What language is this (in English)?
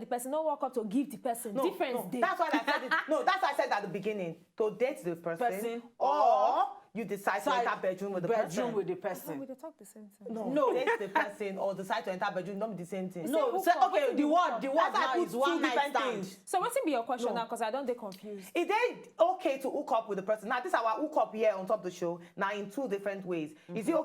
Nigerian Pidgin